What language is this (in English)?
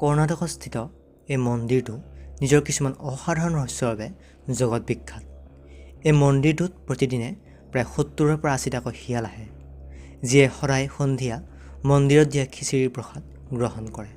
Assamese